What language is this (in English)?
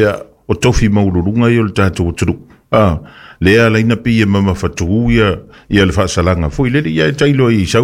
Samoan